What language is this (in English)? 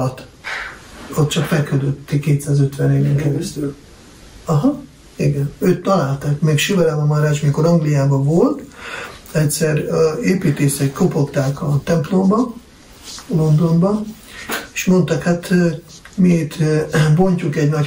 Hungarian